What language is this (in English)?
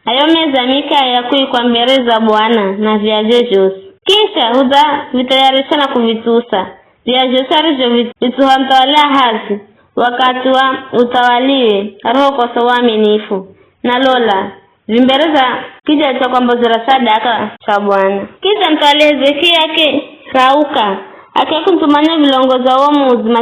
Giryama